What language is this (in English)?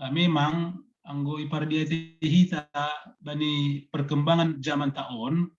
Batak Simalungun